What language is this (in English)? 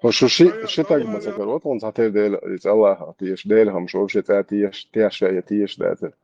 Chechen